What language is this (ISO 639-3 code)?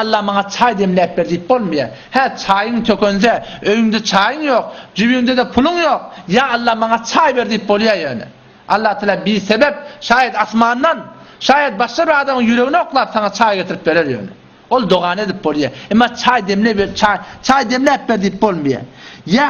tuk